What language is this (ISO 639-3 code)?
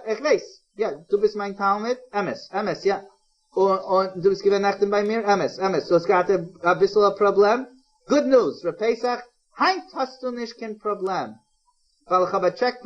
yid